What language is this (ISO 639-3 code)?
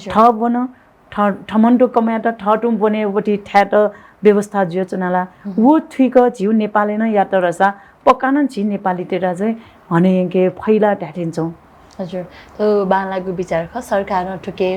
new